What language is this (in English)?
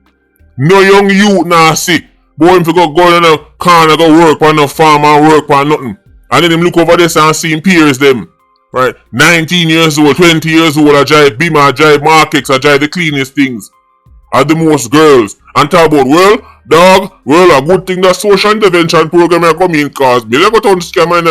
Jamaican Creole English